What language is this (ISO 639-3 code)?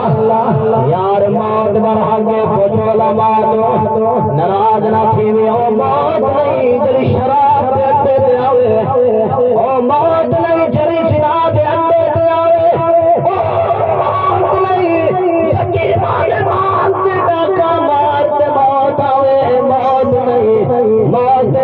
skr